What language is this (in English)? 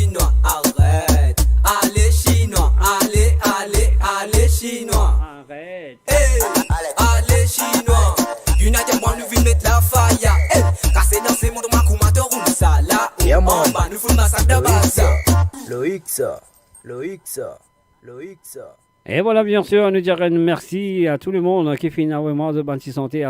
Morisyen